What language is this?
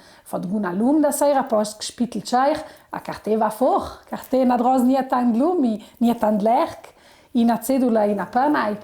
Ladin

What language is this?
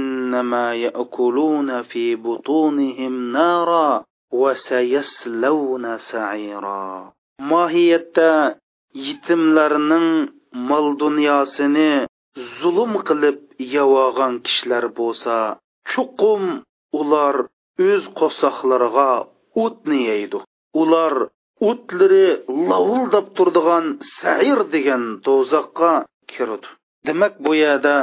Uyghur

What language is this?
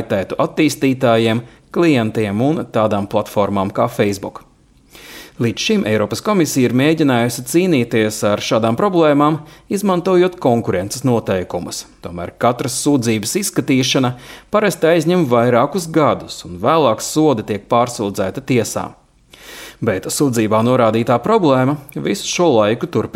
Latvian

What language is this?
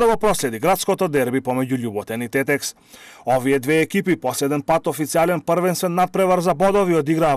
Macedonian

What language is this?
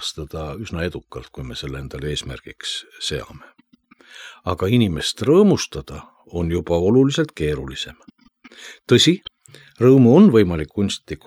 Estonian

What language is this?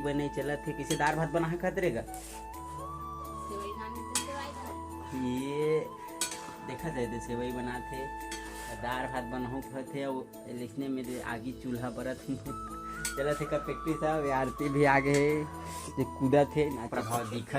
Chhattisgarhi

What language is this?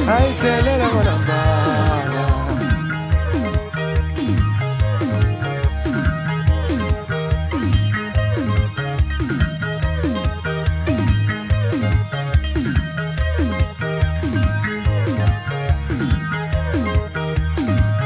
Tsonga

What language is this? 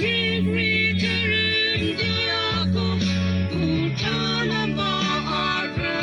Yimchungru Naga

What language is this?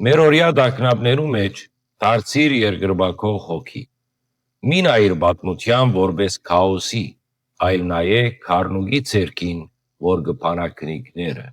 Western Armenian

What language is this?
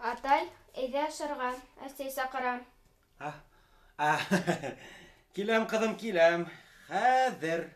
Bashkir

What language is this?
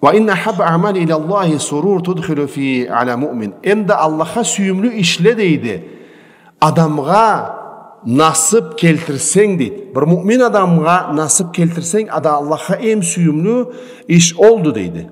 Karachay-Balkar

